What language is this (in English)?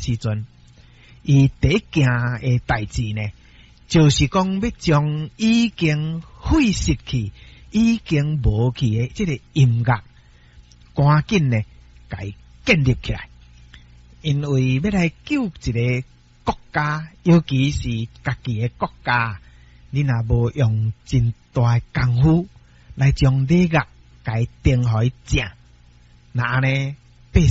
Min Nan Chinese